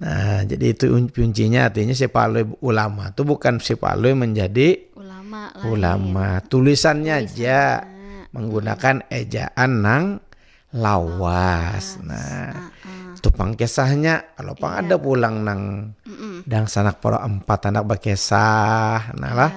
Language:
Banjar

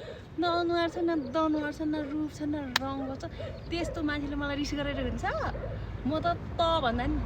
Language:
Nepali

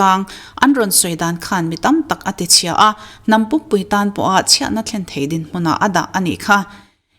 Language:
Mizo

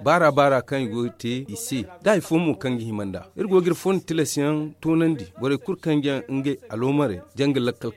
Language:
Zarma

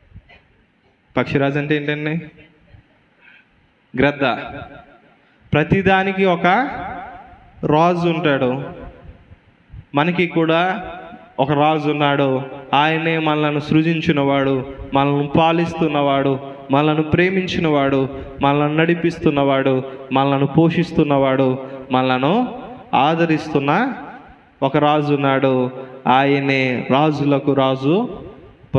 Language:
Telugu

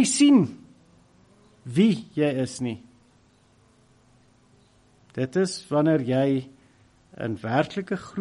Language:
Afrikaans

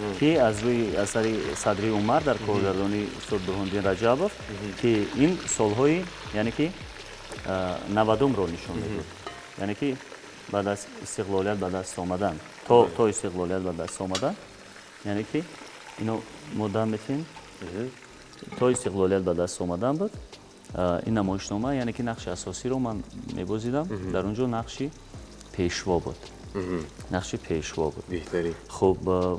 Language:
Tajik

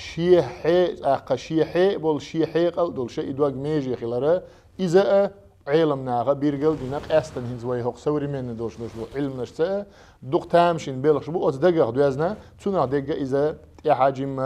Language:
Chechen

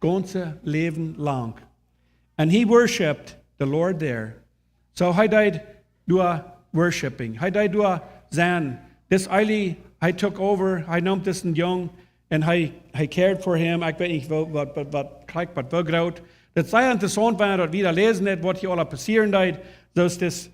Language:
Plautdietsch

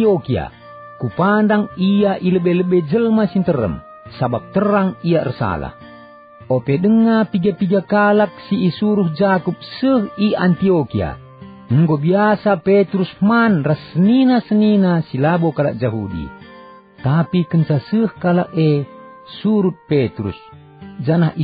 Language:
Batak Karo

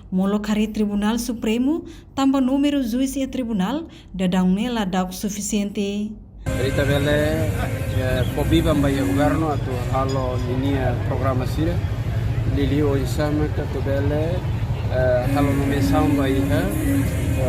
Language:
Tetum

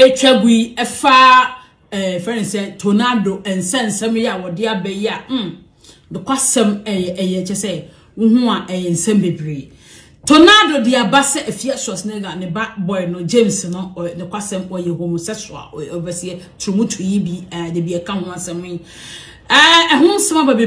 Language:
Akan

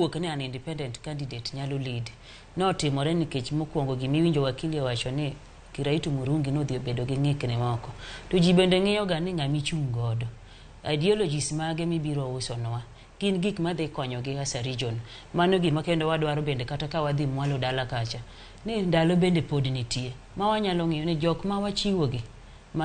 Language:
Luo (Kenya and Tanzania)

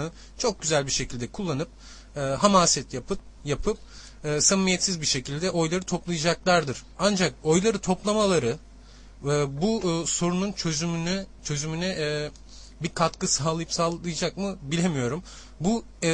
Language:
Turkish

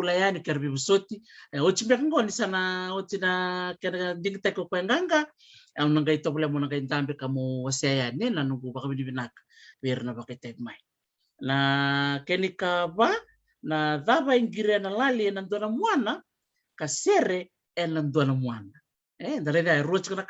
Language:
Fijian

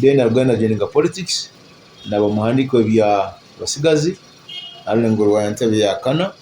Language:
Nyoro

